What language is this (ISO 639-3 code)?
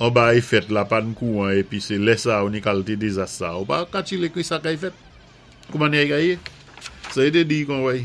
acf